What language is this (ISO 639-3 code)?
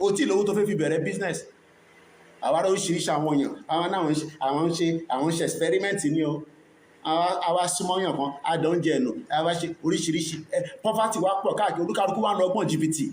yor